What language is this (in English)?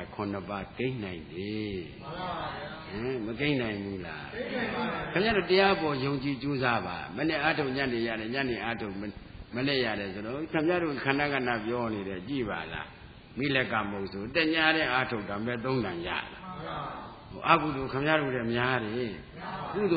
Burmese